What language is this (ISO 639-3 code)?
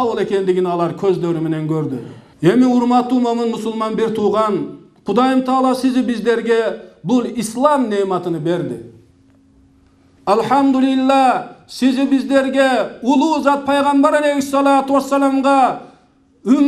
kir